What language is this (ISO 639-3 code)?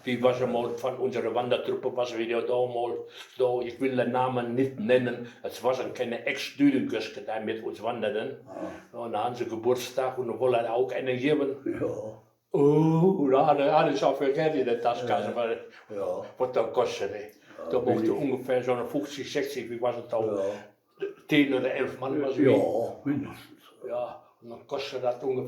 wep